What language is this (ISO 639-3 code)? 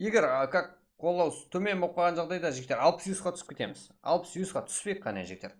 kaa